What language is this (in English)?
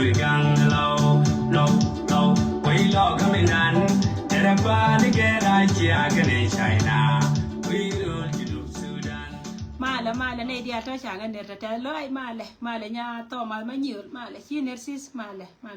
Nuer